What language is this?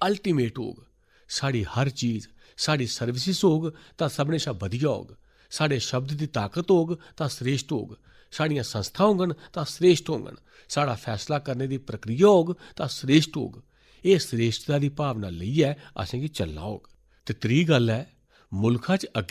Dogri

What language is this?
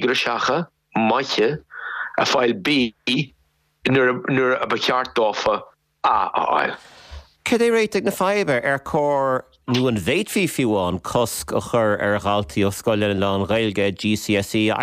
Irish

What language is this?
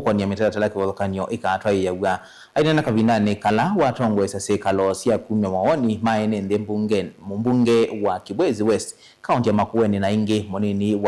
Kamba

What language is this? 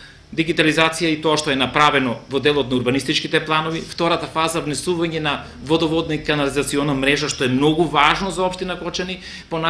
Macedonian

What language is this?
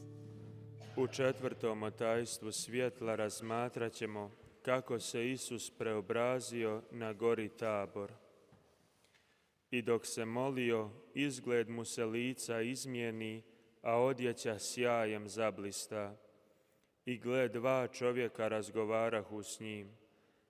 Croatian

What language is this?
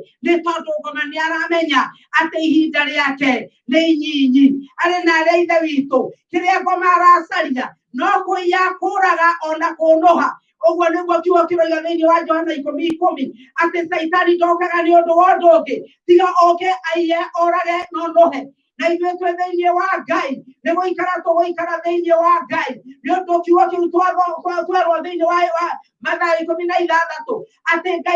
Kikuyu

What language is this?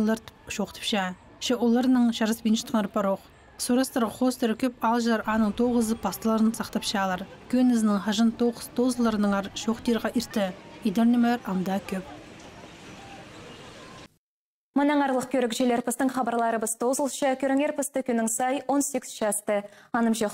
Khakas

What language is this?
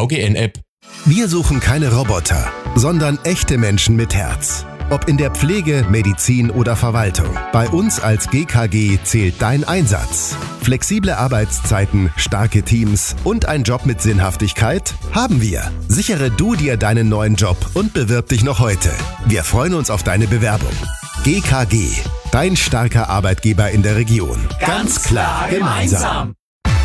German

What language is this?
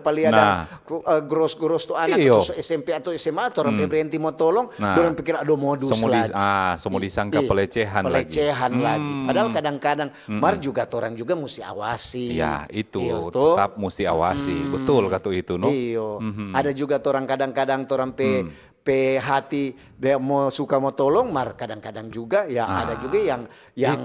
Manado Malay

